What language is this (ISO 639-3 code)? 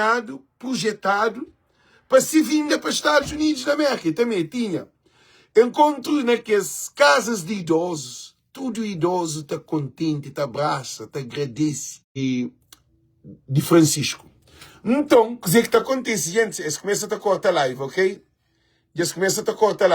kea